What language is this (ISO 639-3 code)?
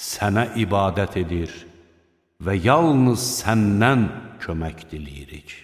aze